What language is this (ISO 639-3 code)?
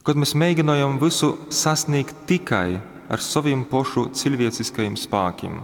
ltg